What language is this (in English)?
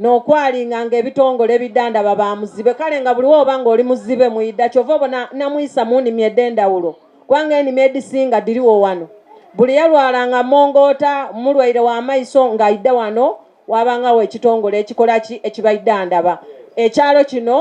Soga